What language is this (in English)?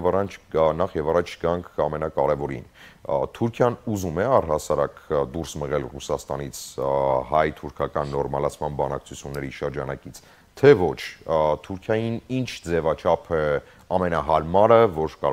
Armenian